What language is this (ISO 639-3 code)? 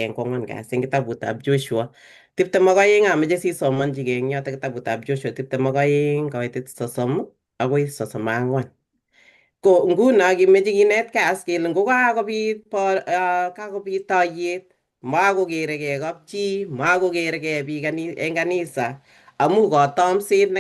kln